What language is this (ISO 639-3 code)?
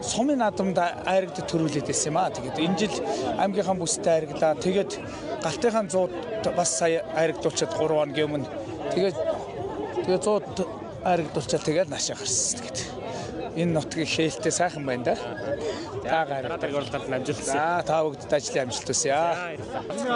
mon